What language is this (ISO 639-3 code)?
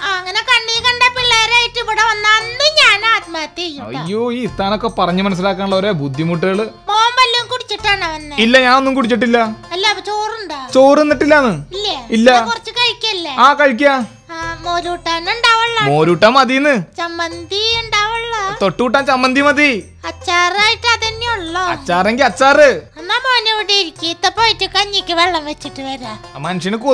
mal